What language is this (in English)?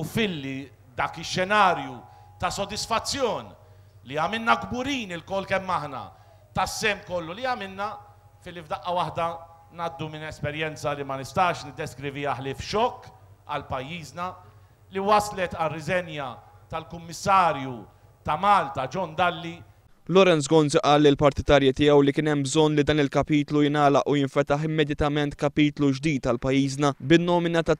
Maltese